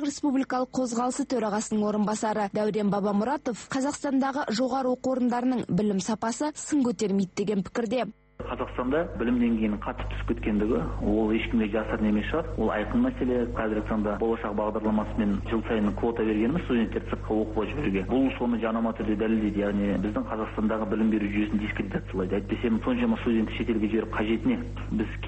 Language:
Kazakh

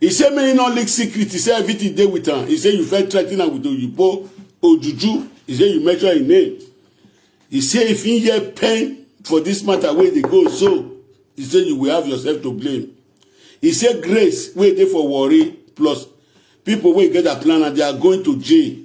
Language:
Nigerian Pidgin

